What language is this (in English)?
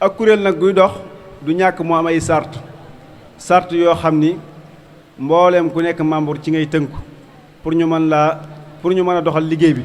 Wolof